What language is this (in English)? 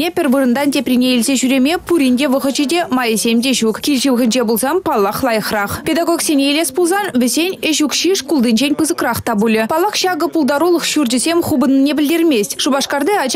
Chuvash